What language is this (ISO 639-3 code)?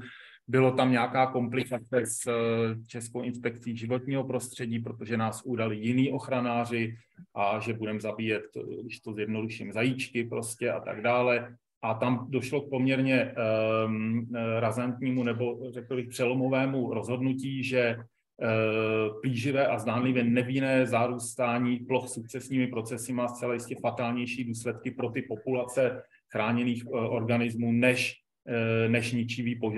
ces